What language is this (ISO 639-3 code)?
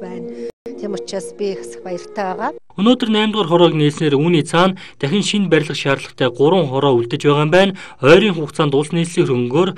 mon